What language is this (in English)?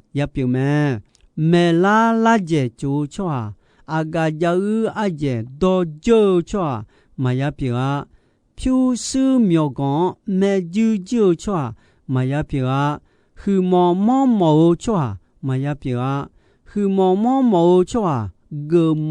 Akha